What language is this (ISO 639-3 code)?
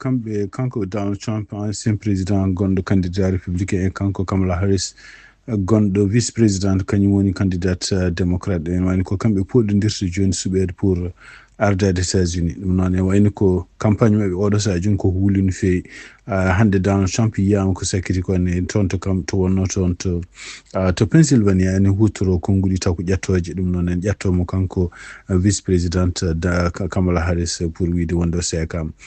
ful